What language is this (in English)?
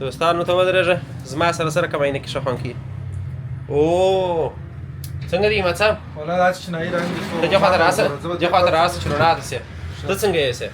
Pashto